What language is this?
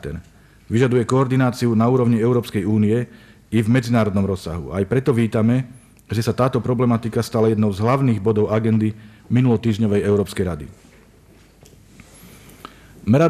Slovak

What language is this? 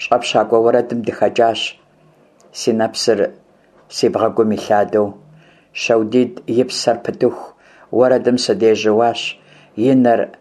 Kabardian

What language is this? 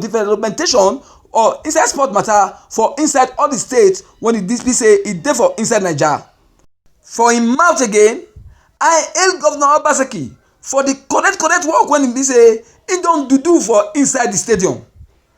Nigerian Pidgin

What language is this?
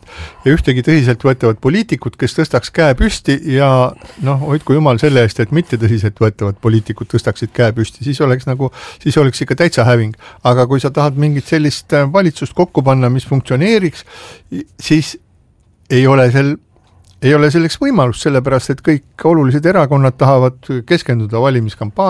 Estonian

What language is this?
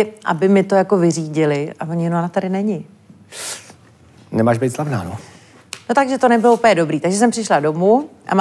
Czech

